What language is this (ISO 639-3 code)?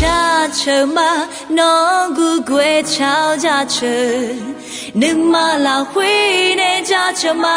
ahk